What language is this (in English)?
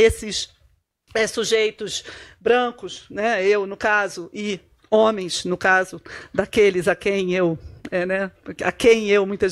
Portuguese